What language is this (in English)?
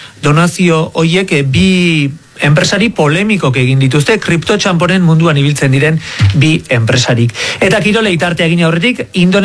Basque